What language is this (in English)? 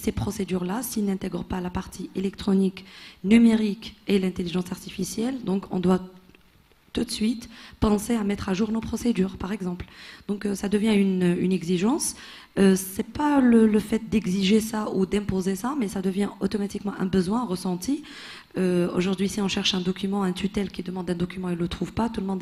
French